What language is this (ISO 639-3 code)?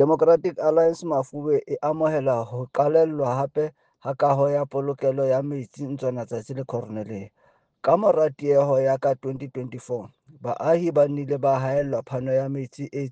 sot